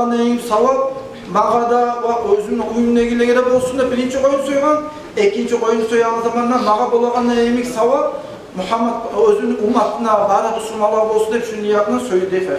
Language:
Kumyk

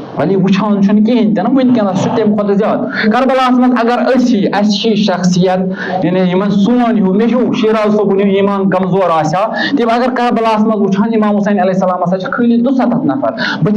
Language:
Kashmiri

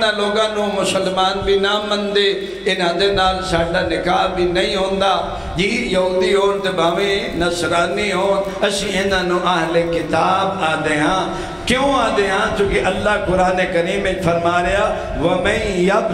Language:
Western Panjabi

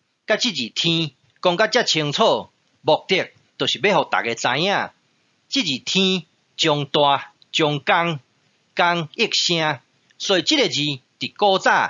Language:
Min Nan Chinese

